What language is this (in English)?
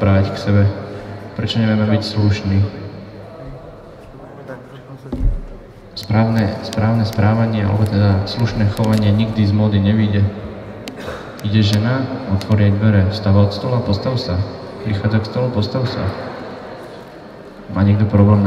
Slovak